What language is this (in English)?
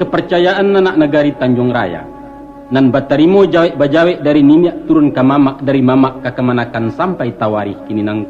Minangkabau